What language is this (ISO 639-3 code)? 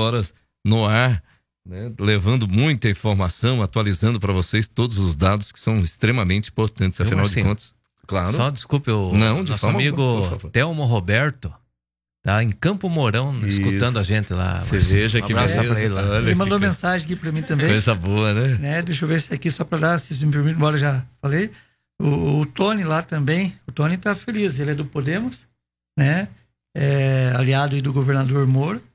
por